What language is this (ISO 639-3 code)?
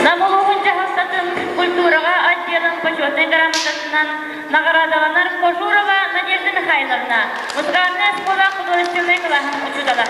sah